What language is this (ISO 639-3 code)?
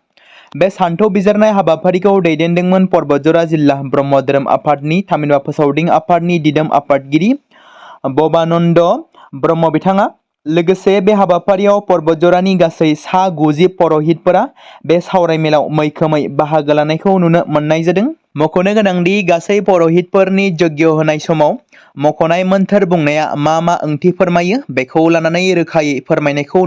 brx